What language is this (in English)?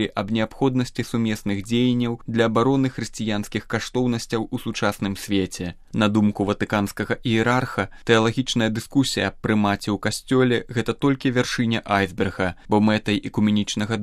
Belarusian